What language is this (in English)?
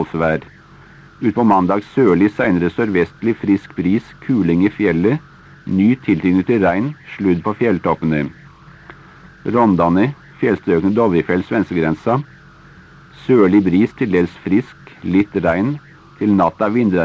Norwegian